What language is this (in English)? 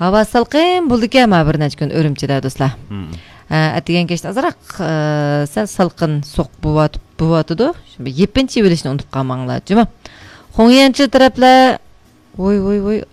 Uyghur